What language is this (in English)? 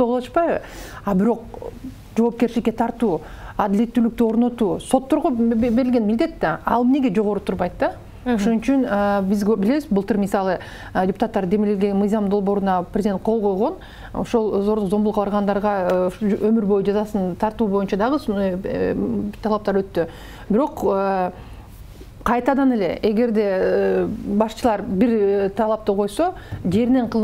Kyrgyz